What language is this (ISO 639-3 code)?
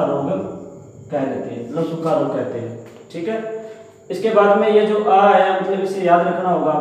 hin